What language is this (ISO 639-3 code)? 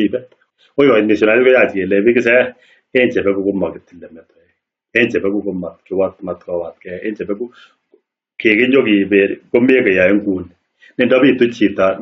kln